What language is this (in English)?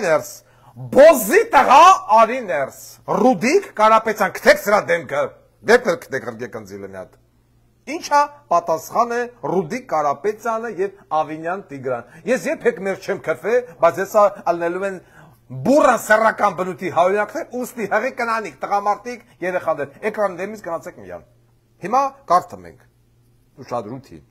Armenian